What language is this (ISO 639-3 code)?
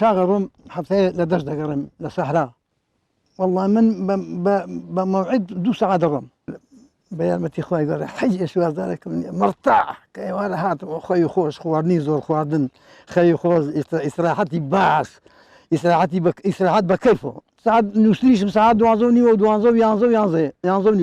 ckb